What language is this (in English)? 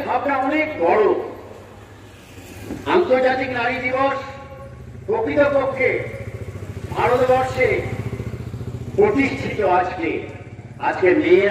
Bangla